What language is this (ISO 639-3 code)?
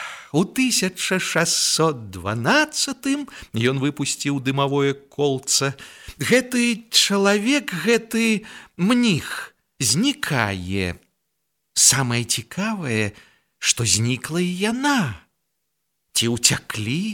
bel